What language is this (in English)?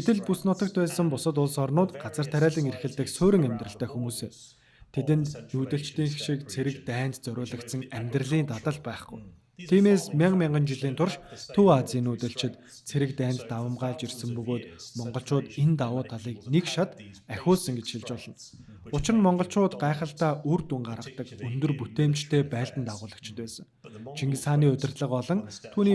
Mongolian